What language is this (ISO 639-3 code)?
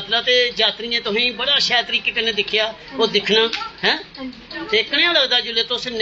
doi